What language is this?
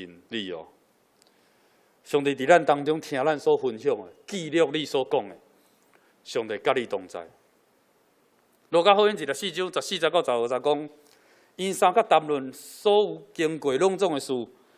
Min Nan Chinese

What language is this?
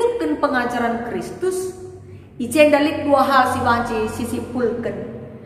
Batak Karo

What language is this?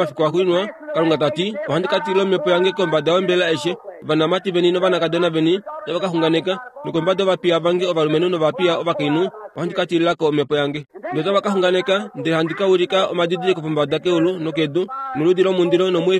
Kuanyama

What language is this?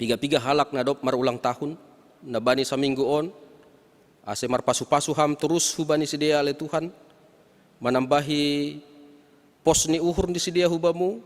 Batak Simalungun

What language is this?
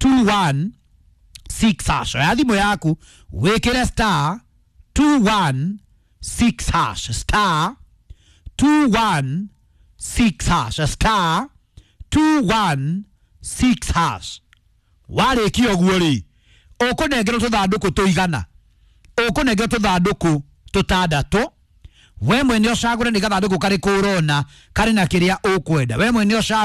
Kikuyu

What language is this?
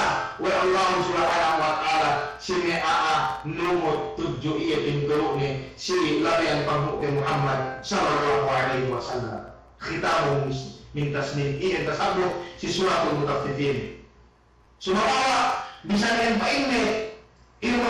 Yakan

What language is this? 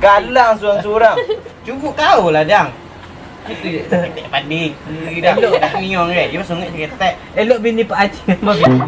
Minangkabau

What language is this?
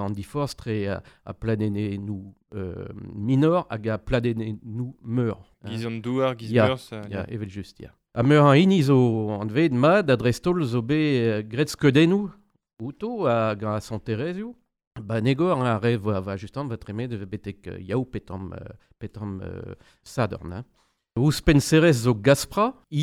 Breton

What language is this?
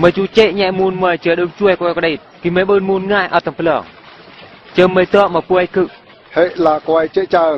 Eastern Bru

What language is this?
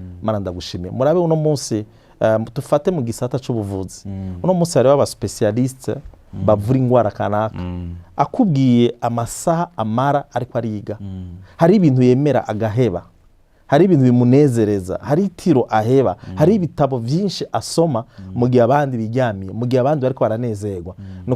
Rundi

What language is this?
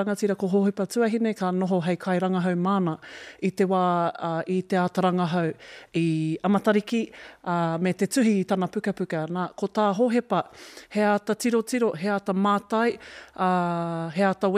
Māori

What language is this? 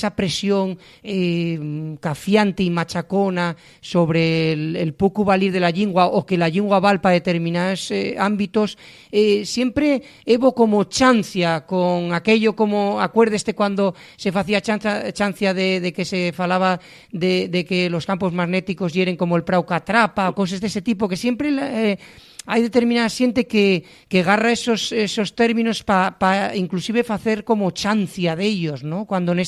Asturian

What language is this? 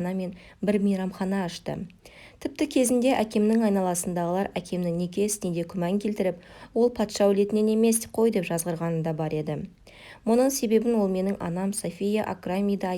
Kazakh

